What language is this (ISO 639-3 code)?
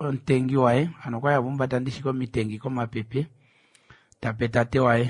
kua